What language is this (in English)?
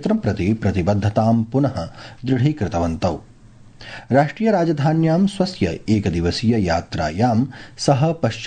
Sanskrit